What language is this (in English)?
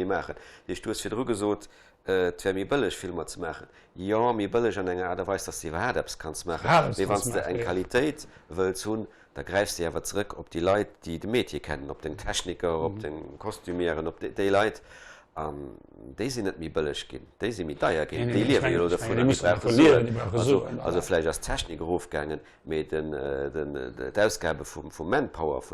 Luxembourgish